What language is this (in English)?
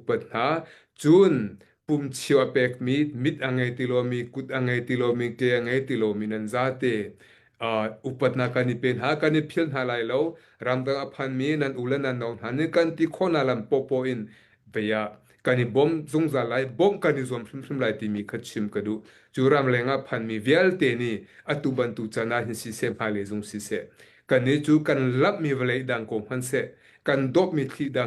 Hakha Chin